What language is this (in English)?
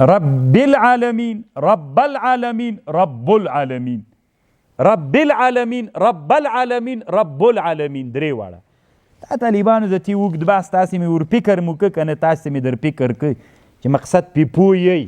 Pashto